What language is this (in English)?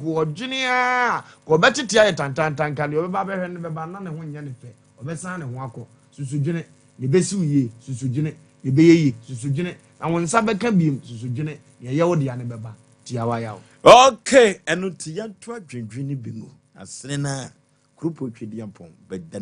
Akan